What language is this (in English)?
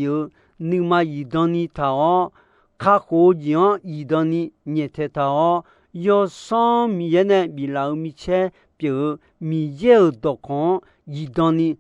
Akha